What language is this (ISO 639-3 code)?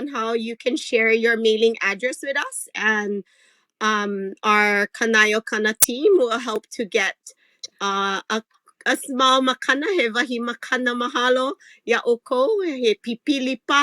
haw